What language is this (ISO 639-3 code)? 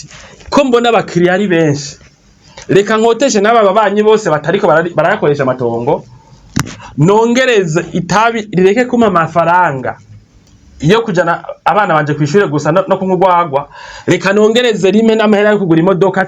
run